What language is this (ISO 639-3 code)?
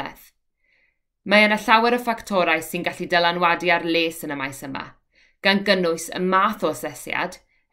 cym